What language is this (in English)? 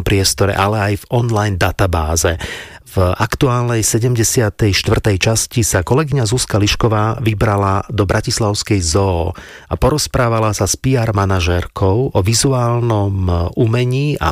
Slovak